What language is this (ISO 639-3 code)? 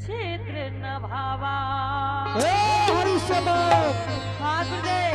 anp